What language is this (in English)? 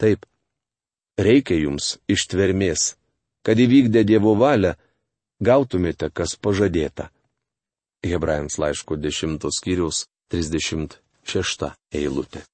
Lithuanian